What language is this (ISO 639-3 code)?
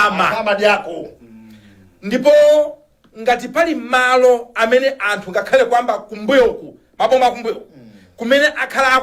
nya